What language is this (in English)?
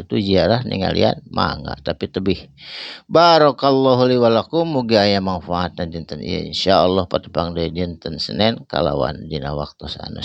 Sundanese